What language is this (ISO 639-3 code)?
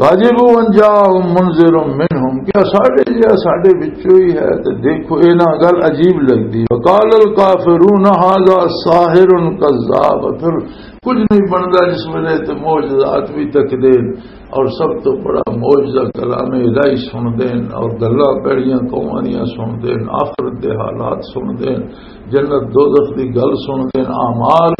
lah